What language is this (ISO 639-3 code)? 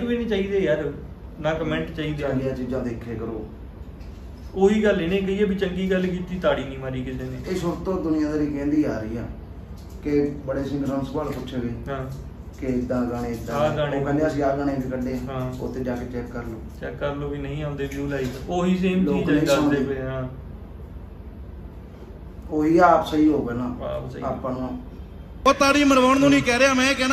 pan